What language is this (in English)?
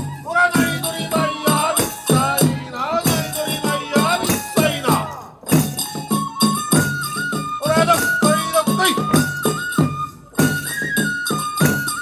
Japanese